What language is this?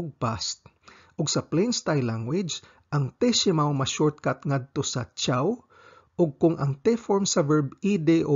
Cebuano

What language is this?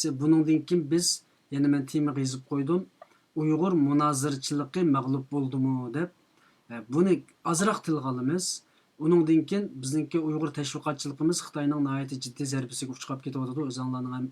Uyghur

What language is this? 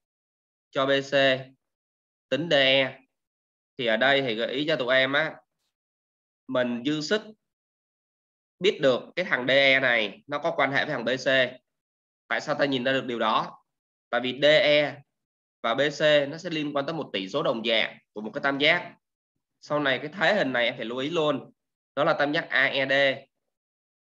Vietnamese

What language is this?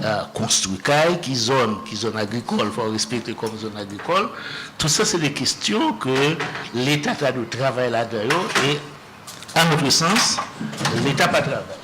Haitian Creole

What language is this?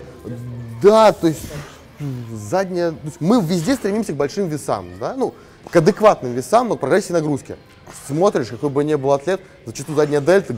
Russian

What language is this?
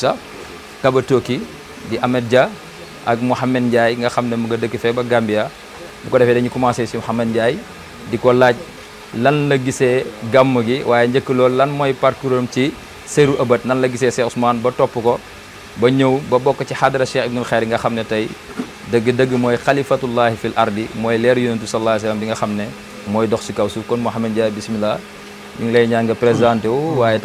Wolof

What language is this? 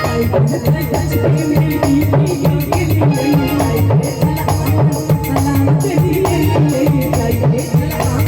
Maithili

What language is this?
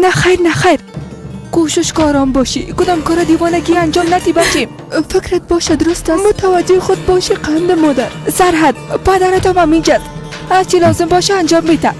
Persian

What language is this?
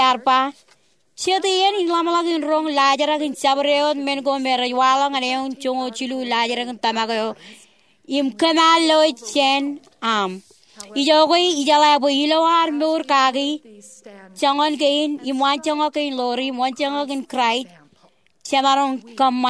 Marshallese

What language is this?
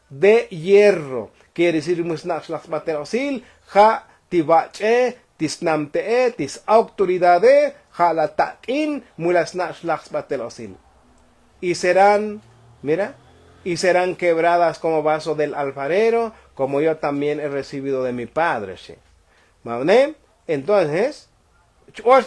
Tzotzil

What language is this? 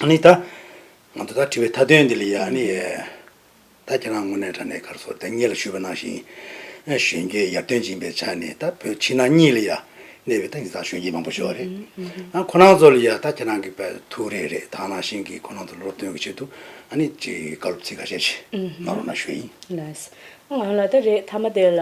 Tibetan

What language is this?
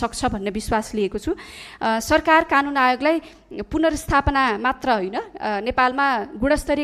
Nepali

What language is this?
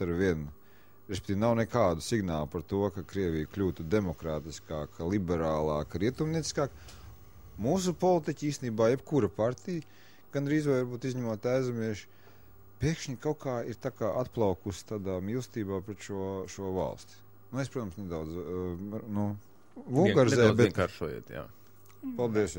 Latvian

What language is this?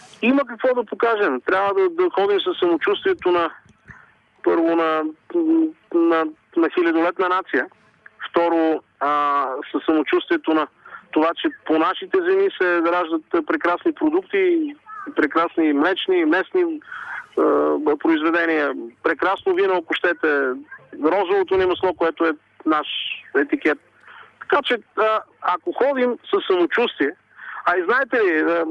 Bulgarian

